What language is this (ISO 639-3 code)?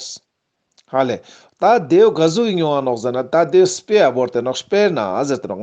lbj